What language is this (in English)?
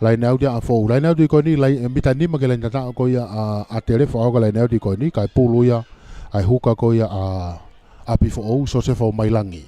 Tongan